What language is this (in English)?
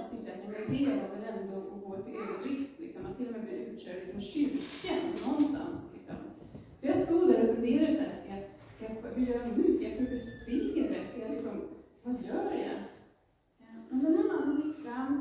Swedish